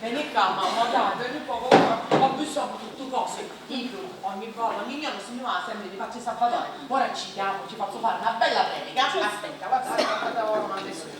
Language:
Sicilian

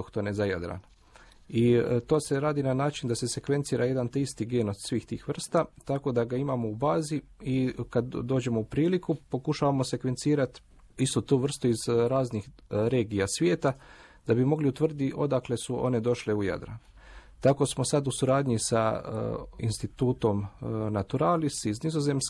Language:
Croatian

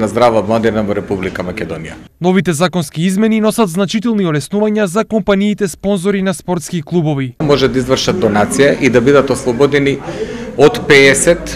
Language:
Macedonian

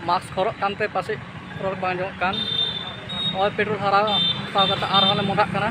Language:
Santali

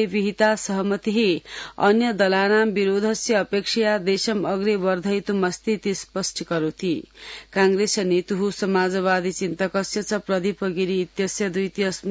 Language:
Sanskrit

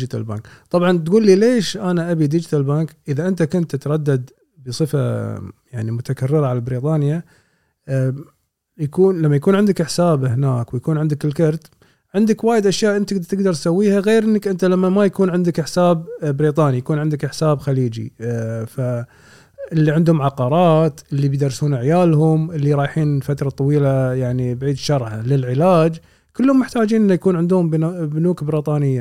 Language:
Gulf Arabic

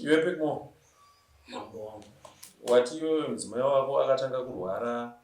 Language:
Shona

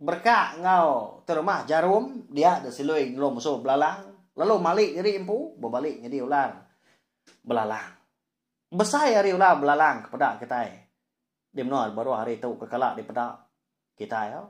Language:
Iban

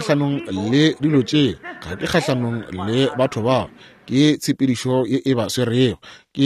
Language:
Northern Sotho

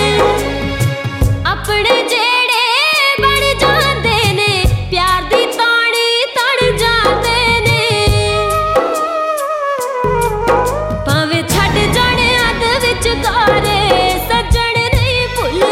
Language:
Punjabi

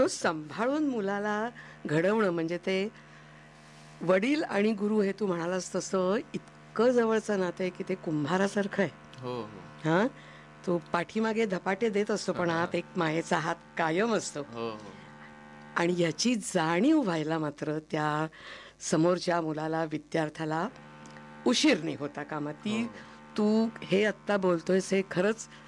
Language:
Marathi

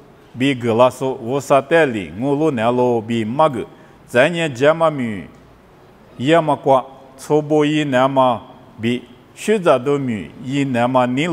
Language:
Lisu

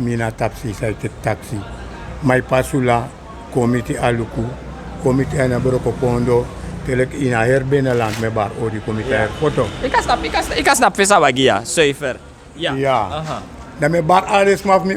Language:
Sranan Tongo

